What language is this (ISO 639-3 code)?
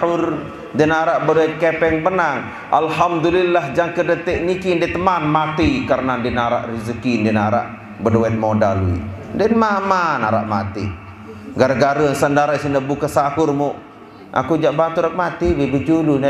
sas